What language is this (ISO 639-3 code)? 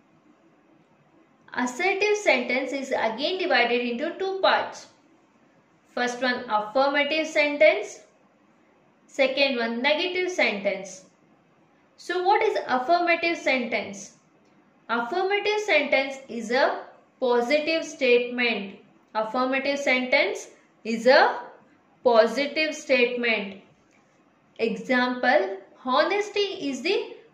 eng